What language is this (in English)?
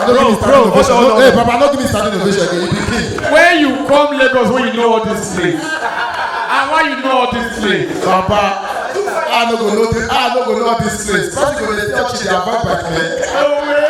Nigerian Pidgin